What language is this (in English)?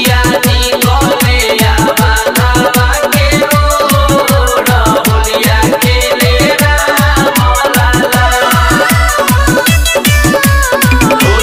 Bhojpuri